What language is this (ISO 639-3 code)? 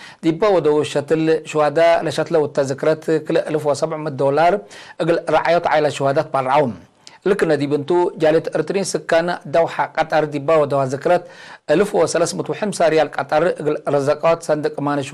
tig